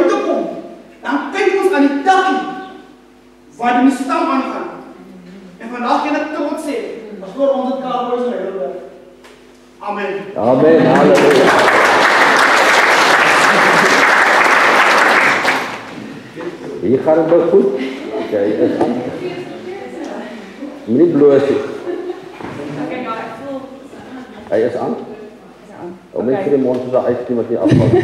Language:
Afrikaans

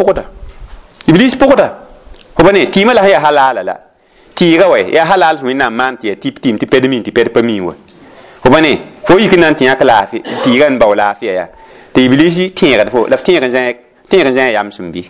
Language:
Mossi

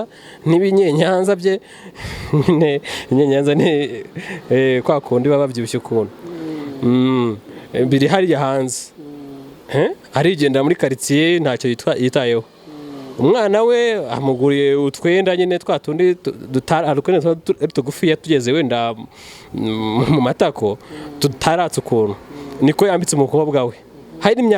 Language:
Kinyarwanda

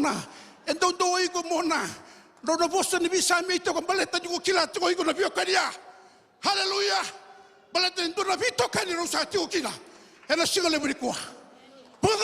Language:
Fijian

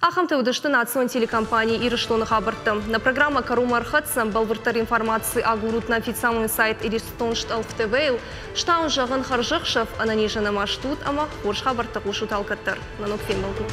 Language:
Ossetic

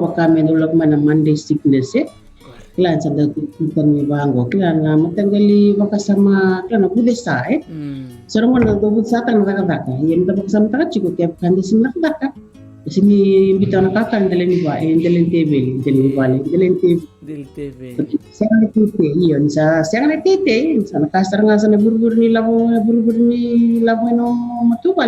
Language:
Fijian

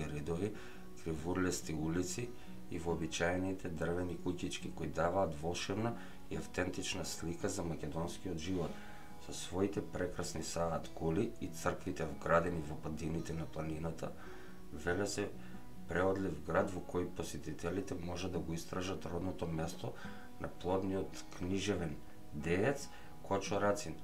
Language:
Macedonian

